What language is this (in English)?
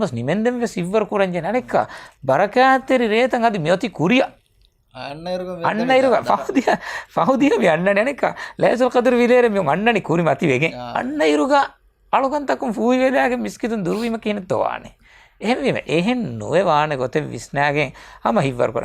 Divehi